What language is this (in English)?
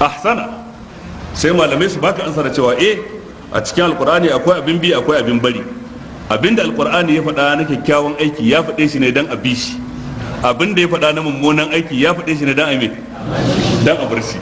Hausa